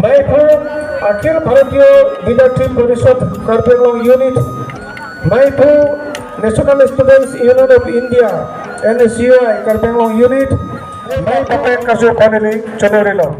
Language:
Karbi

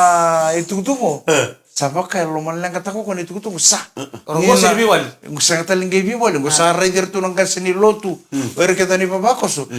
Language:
Fijian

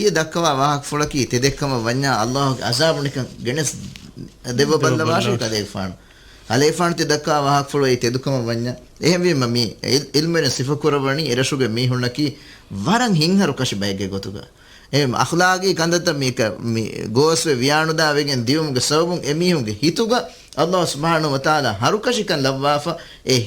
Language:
Divehi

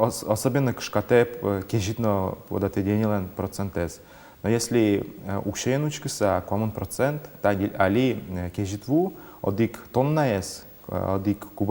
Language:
Udmurt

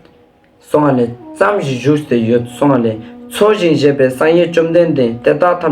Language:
Ladakhi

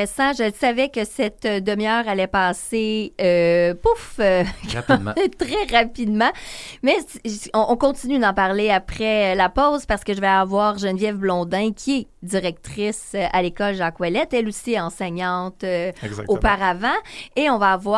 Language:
French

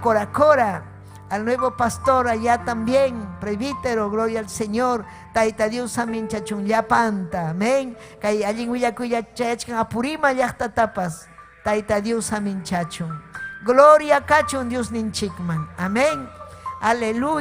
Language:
Ayacucho Quechua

